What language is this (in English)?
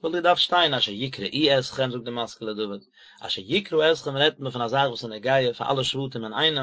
Yiddish